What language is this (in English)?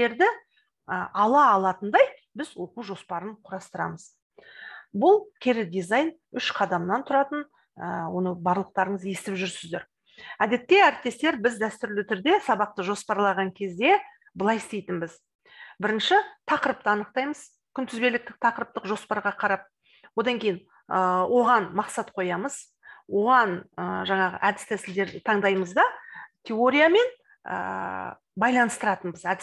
Kazakh